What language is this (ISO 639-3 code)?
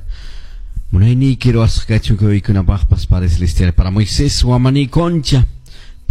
que